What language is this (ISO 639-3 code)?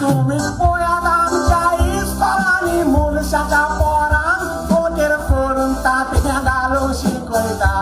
kok